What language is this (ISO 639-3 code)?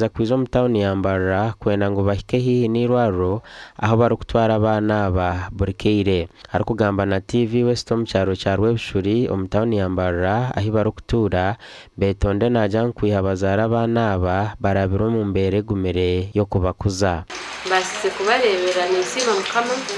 nyn